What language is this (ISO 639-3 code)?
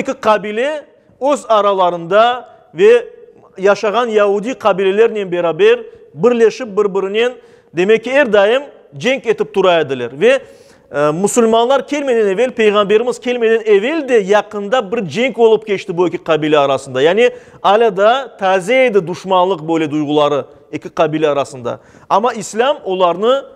crh